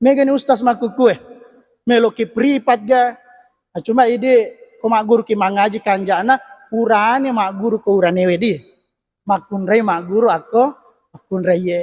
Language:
Buginese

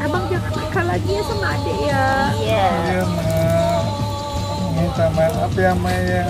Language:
Betawi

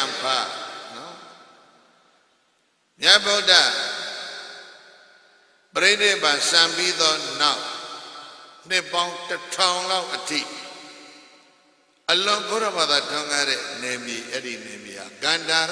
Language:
Burmese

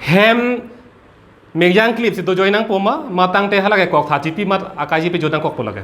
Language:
Karbi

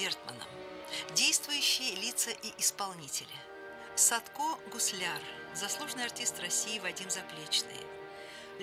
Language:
Russian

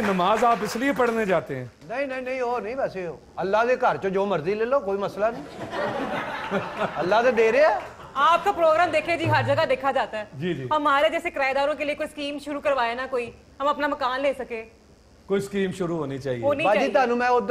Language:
Punjabi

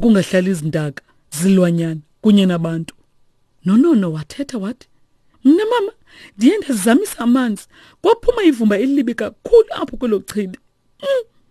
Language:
Xhosa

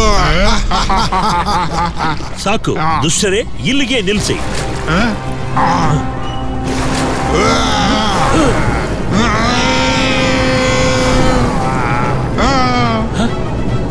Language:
Kannada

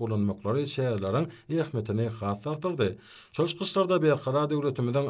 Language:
Turkmen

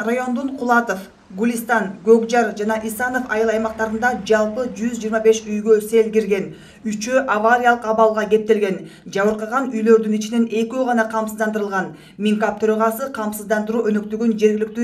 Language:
Kyrgyz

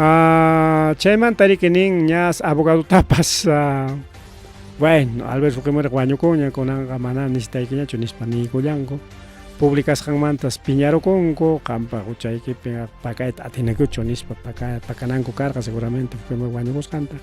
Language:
Ayacucho Quechua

